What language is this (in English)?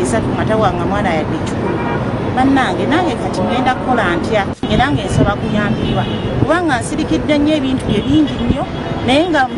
Ganda